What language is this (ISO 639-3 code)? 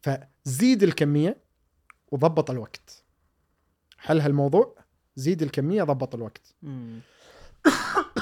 afb